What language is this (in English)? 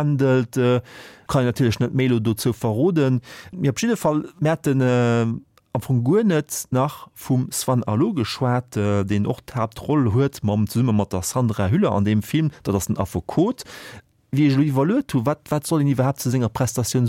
Luxembourgish